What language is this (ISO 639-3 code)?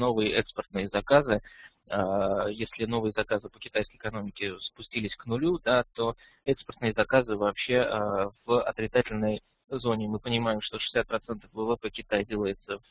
rus